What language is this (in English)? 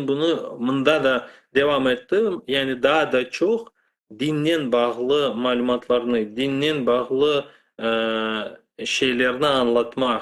Crimean Tatar